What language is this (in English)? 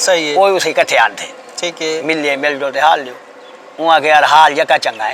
Saraiki